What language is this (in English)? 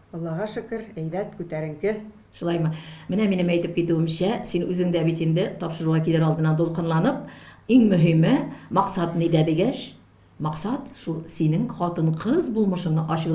Tatar